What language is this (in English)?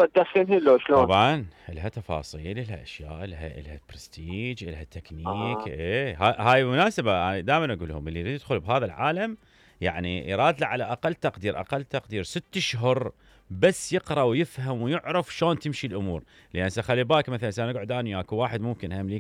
Mesopotamian Arabic